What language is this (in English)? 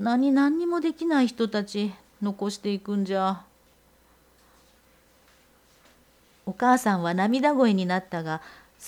Japanese